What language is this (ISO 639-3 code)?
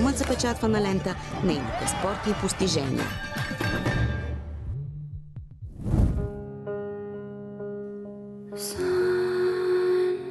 bul